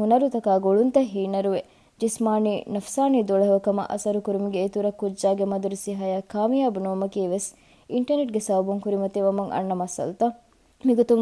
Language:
Divehi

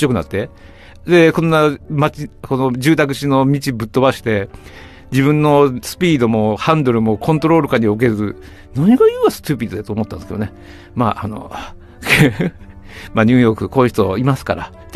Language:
Japanese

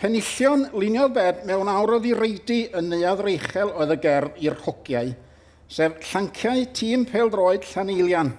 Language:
Welsh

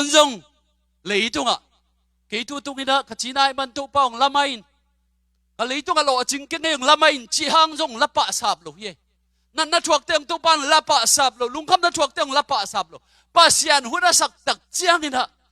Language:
Tedim Chin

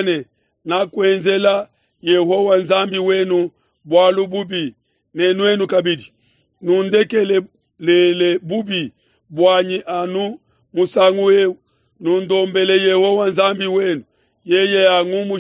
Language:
Luba-Lulua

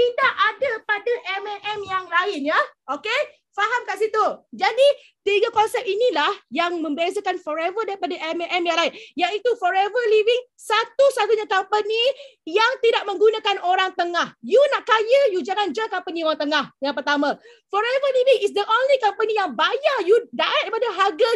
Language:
Malay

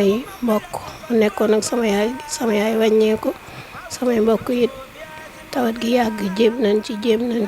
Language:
Wolof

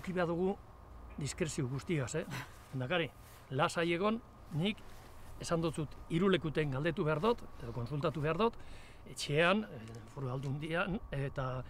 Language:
Basque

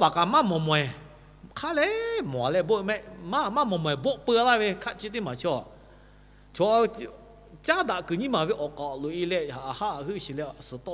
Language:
Lahu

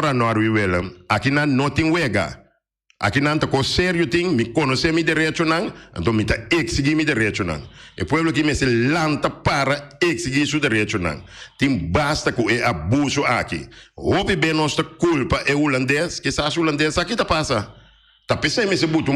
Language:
Papiamento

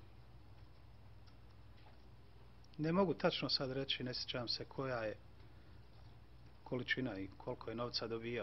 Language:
Bosnian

